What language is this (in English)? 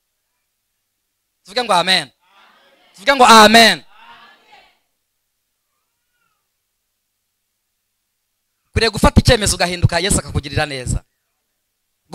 Kinyarwanda